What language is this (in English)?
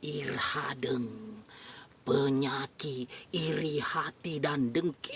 Buginese